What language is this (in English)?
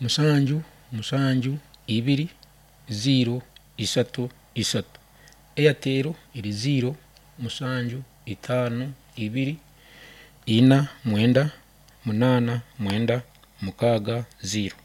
Nyankole